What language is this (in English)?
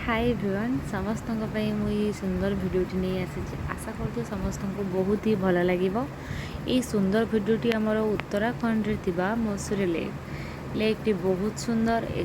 Odia